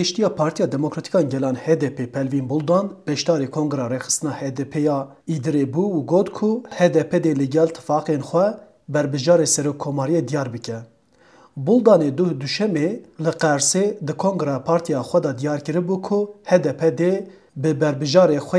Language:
Kurdish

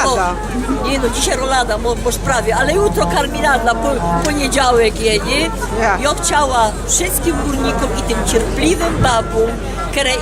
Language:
Silesian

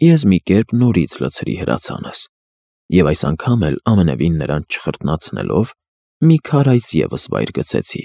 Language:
Armenian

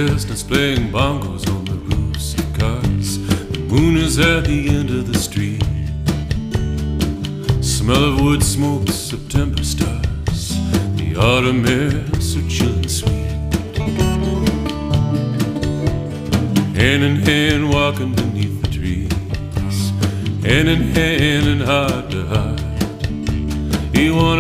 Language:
English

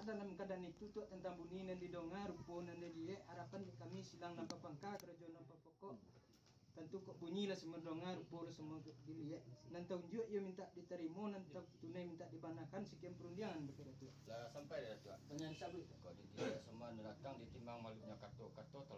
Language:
Minangkabau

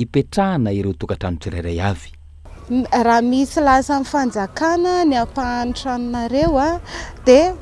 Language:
Malagasy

